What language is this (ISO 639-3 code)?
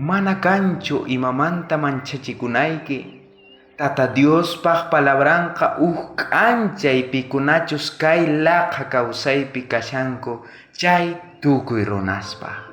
quh